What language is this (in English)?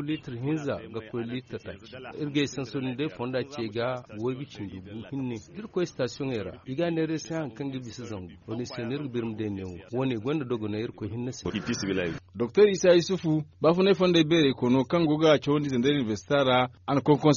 Zarma